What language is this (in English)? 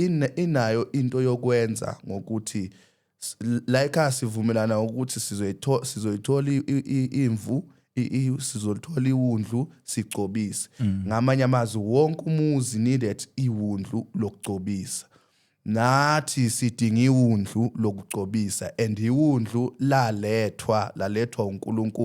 Zulu